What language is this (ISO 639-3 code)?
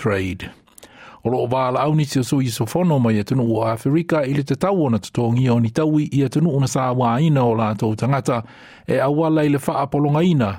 smo